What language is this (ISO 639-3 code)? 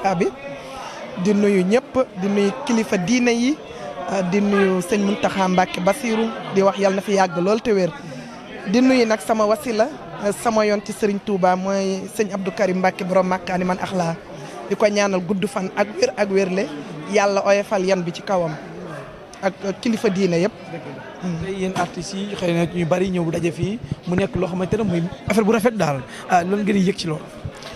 wol